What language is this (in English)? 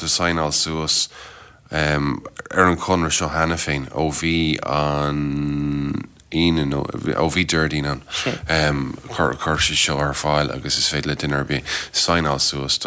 Irish